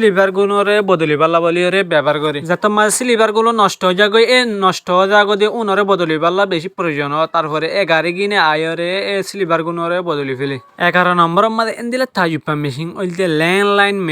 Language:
Rohingya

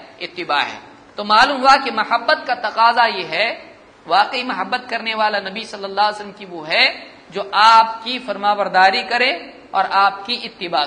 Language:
Urdu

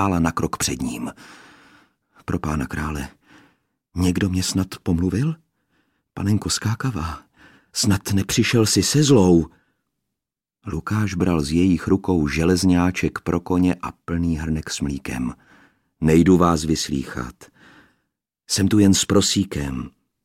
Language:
Czech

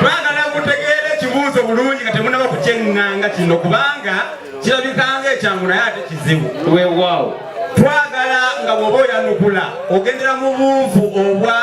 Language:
Ganda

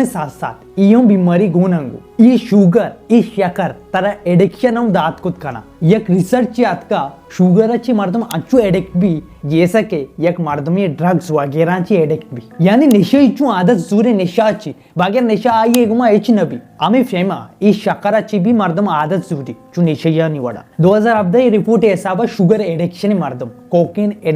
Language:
Baluchi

